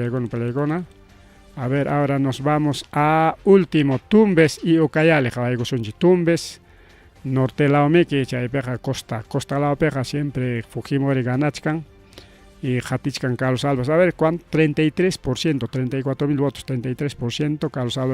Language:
Ayacucho Quechua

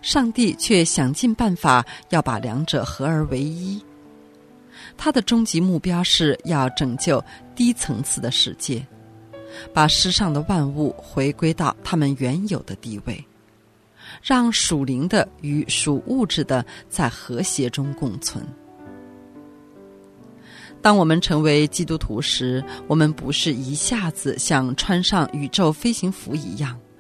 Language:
Chinese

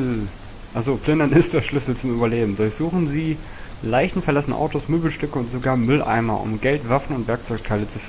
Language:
German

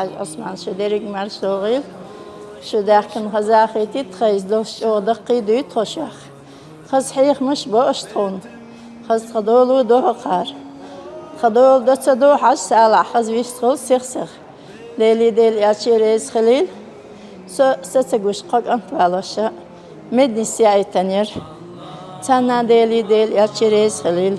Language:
Chechen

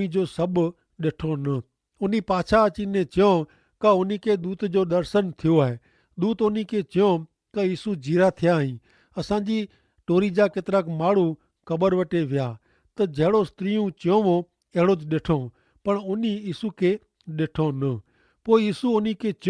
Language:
Kachhi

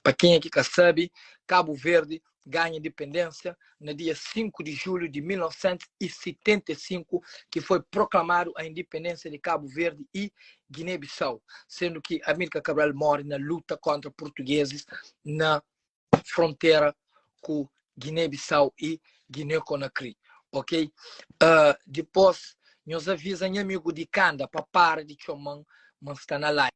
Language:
Kabuverdianu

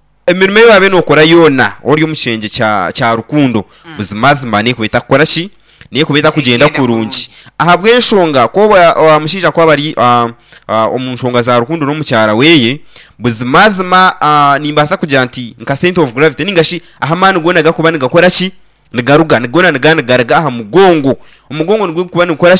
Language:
Nyankole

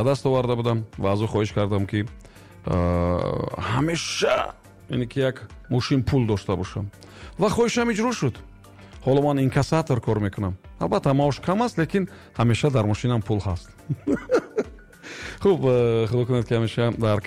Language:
Tajik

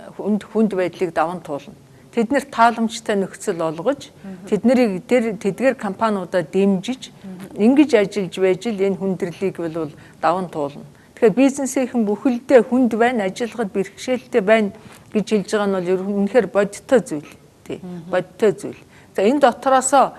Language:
Mongolian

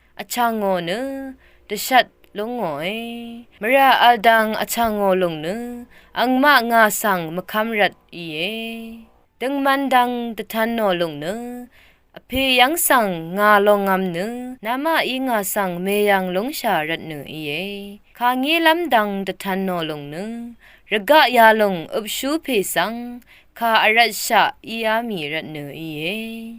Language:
Rawang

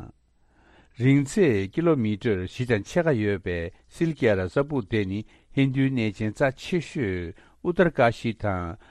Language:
Tibetan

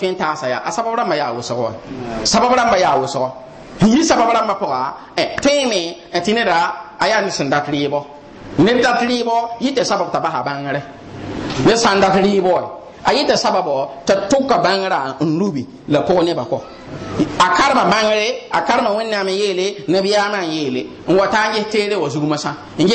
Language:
Mossi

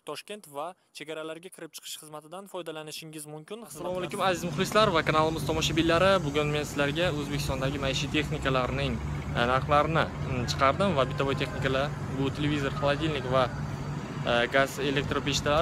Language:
Uzbek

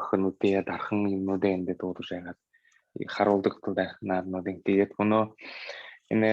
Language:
Buriat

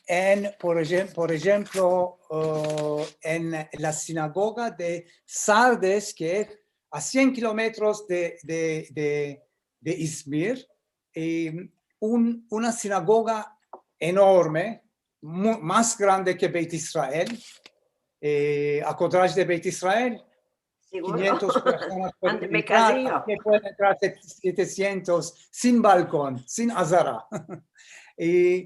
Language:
Ladino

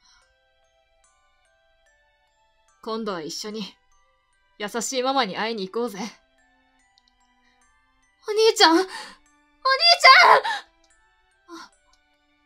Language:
Japanese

